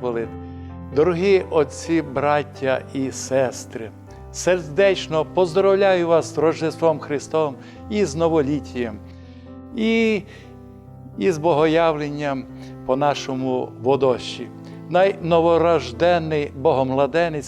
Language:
Rusyn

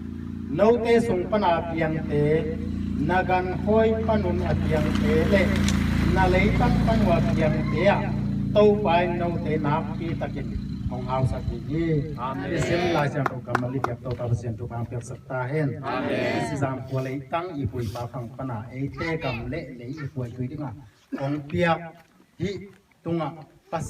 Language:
Tedim Chin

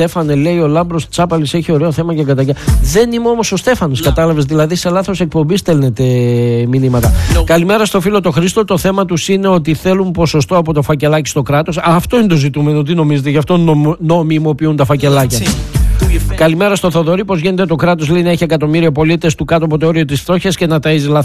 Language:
Greek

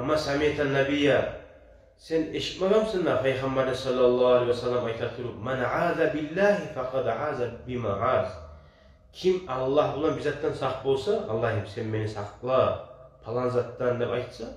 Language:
Kumyk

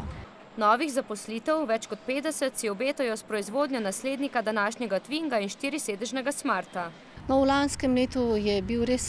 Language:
Slovenian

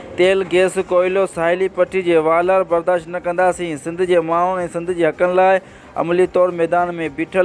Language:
Sindhi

